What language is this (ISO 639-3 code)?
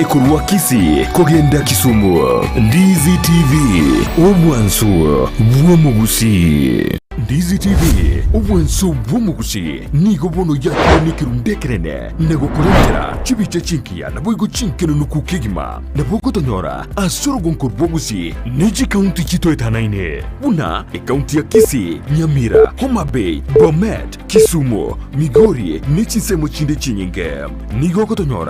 guz